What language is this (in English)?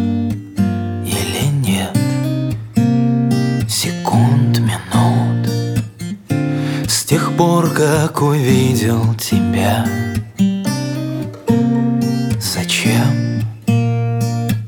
Russian